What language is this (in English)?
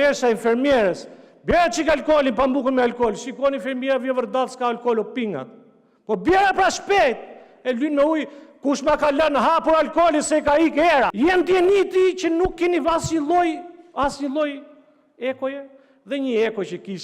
Albanian